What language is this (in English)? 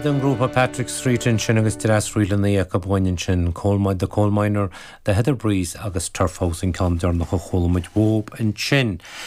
Irish